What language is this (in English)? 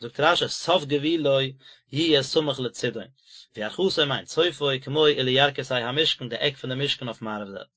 Yiddish